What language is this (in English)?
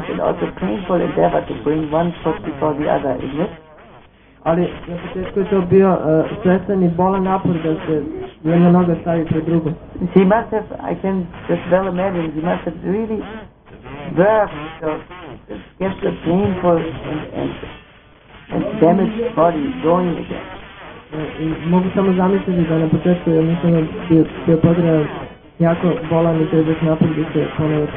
Croatian